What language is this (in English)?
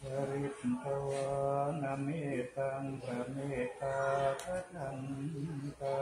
Pali